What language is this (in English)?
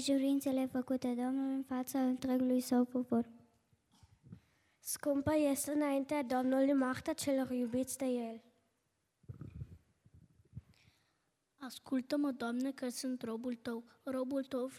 Romanian